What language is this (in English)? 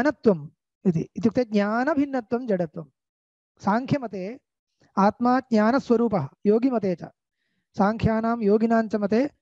Sanskrit